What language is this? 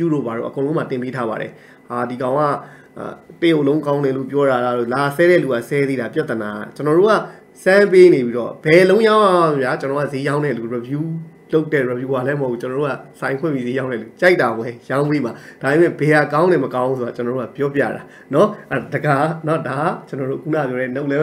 Burmese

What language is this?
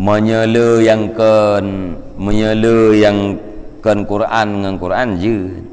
Achinese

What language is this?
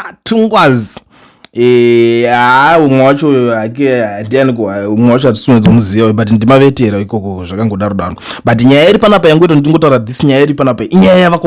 Shona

